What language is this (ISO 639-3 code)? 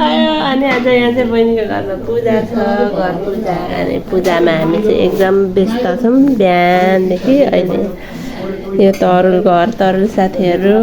nep